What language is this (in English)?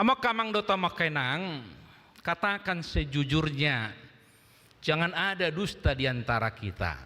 Batak Toba